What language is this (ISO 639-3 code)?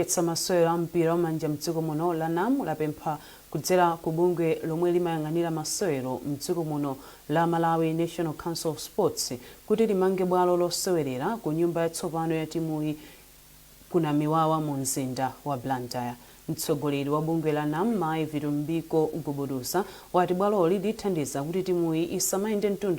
nya